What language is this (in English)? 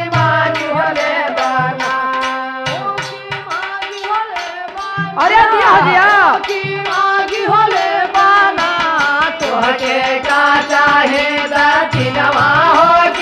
Bhojpuri